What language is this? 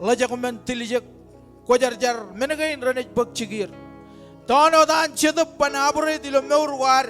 Marshallese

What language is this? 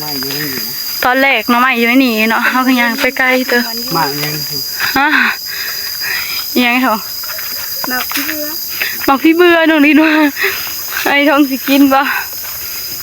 Northeastern Thai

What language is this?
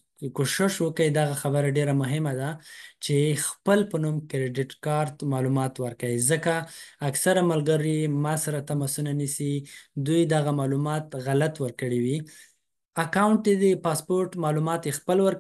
Pashto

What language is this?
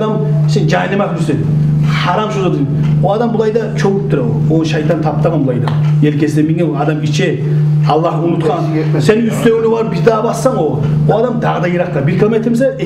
Kumyk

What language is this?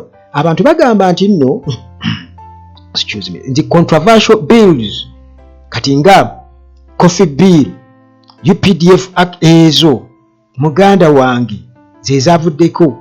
Ganda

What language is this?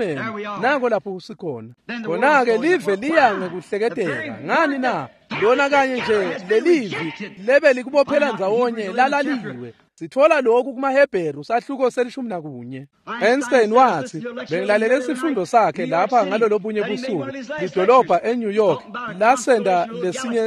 Swati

